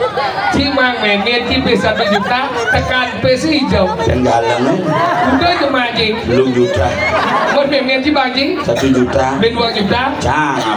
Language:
Balinese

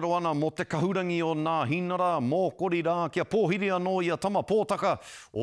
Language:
Māori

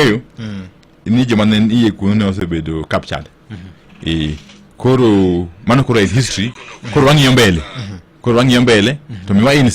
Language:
Luo (Kenya and Tanzania)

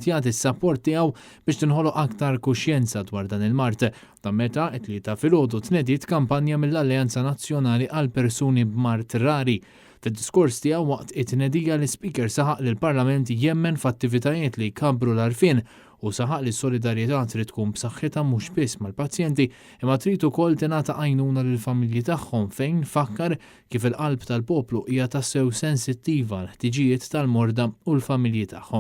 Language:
Maltese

